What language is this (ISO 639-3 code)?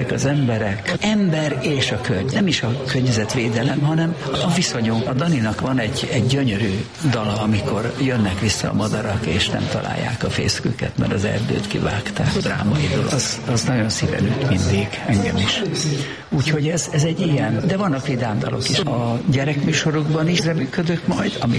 hun